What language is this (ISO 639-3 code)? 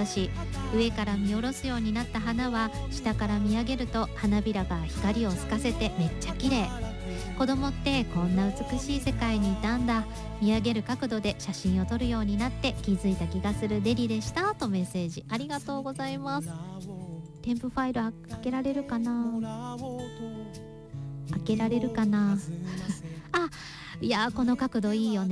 jpn